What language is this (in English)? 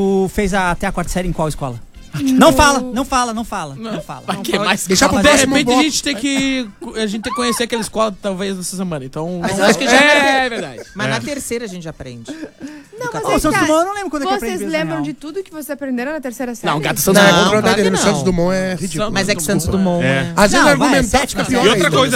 Portuguese